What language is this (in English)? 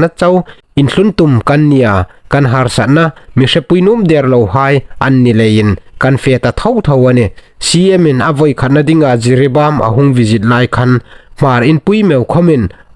Hmar